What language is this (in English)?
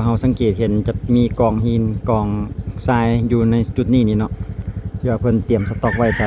Lao